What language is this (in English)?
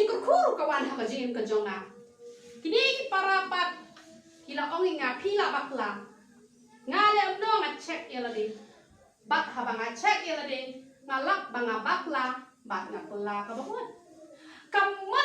Khasi